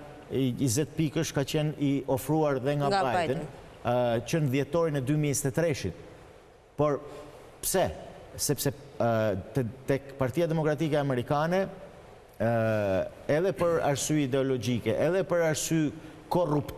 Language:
Albanian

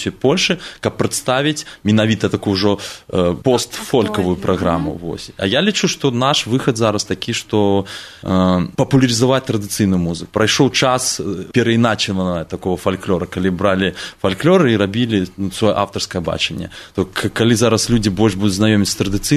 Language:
Belarusian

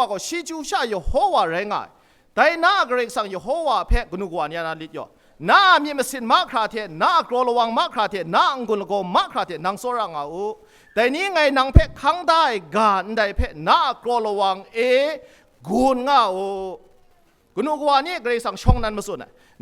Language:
Kachin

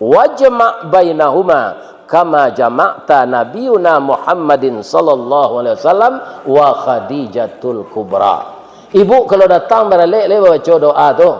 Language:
Minangkabau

